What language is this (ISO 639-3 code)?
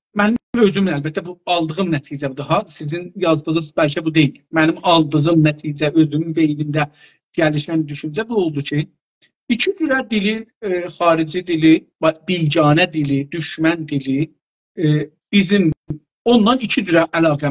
azb